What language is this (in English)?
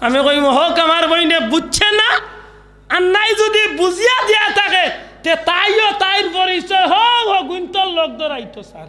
Sylheti